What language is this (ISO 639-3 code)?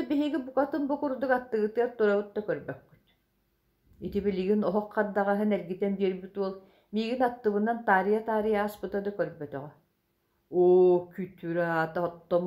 sah